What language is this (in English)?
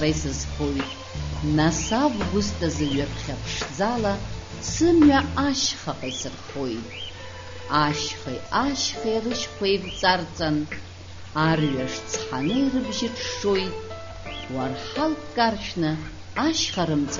Abkhazian